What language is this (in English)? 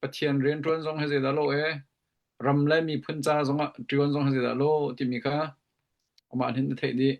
Hakha Chin